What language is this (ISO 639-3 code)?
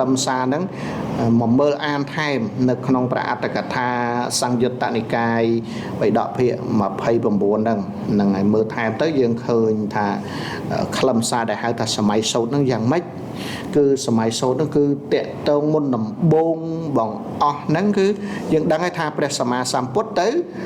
khm